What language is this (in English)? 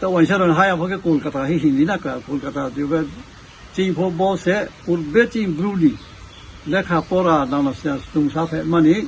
Riang (India)